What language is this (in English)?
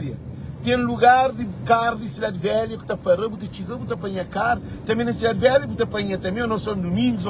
Kabuverdianu